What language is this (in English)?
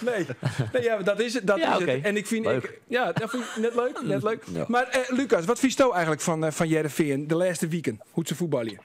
Western Frisian